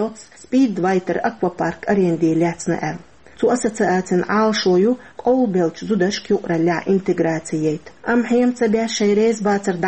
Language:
Chechen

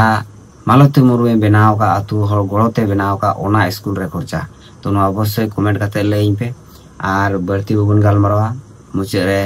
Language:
Santali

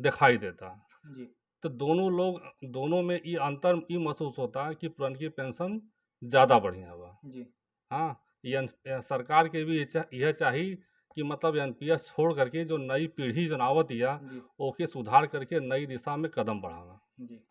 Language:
Bhojpuri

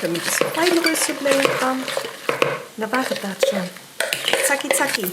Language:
Luxembourgish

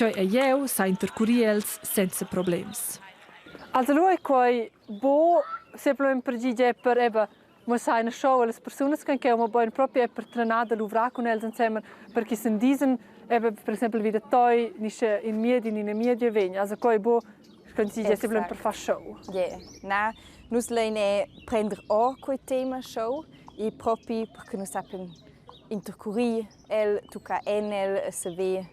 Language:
Romansh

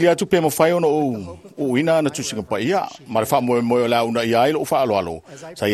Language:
Samoan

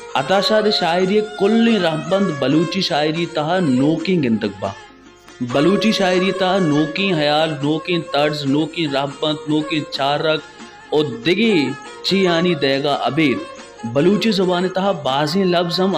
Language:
Baluchi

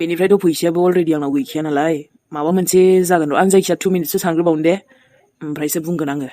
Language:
Bodo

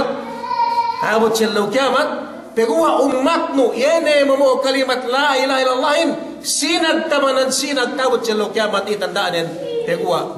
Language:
Yakan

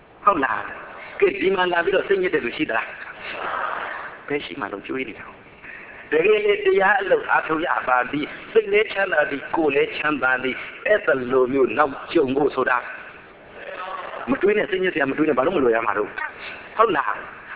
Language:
Burmese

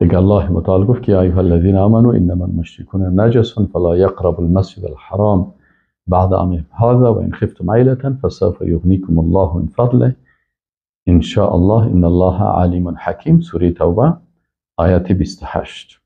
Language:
Persian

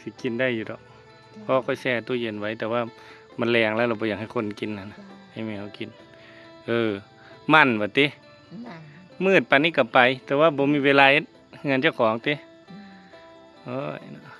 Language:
Northeastern Thai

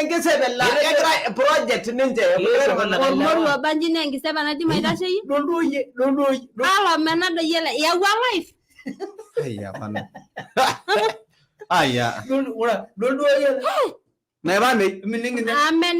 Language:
Masai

